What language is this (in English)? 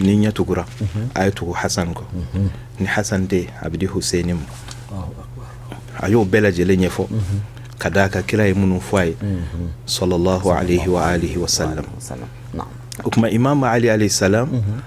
Bambara